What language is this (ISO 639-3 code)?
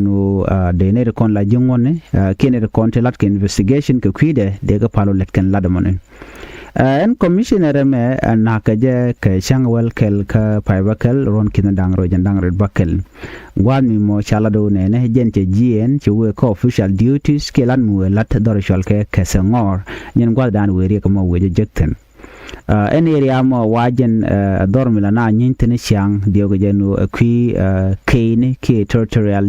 nus